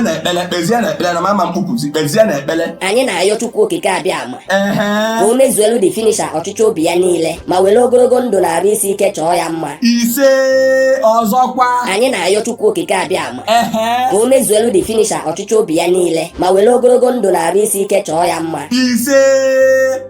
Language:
Igbo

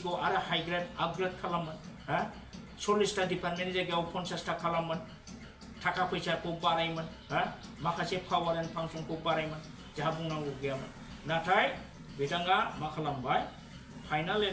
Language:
Bodo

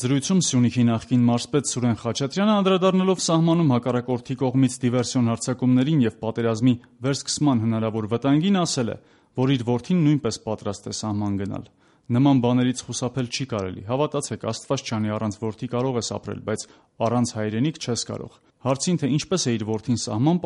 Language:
Armenian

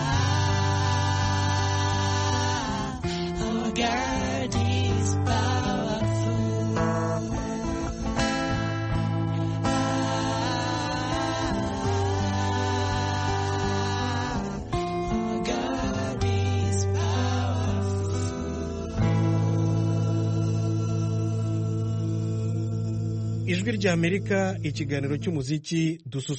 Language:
Kinyarwanda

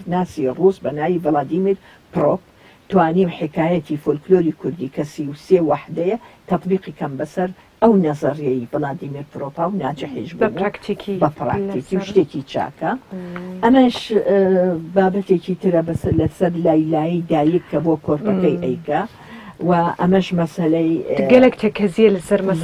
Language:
Central Kurdish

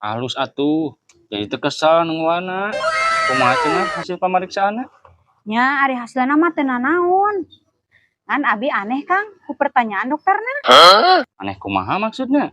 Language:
Sundanese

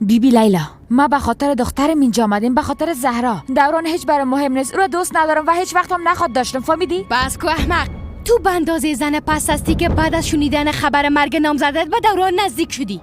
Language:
Persian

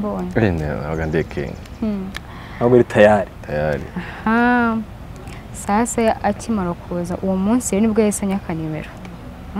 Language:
Kinyarwanda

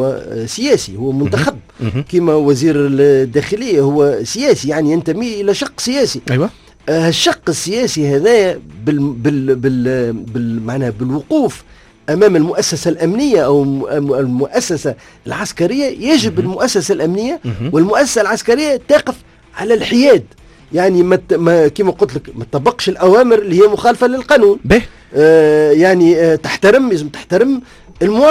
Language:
Tunisian Arabic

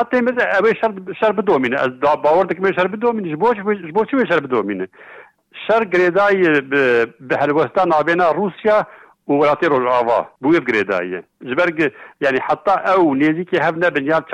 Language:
Kurdish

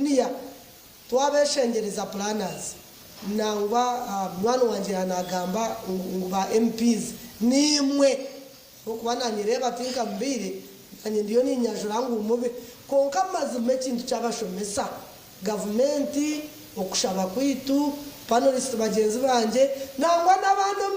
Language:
Nyankole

